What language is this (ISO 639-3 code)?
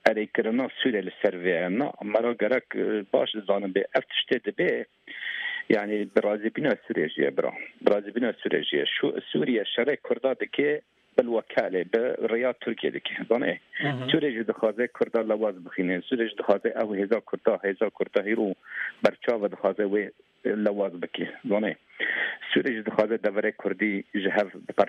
kur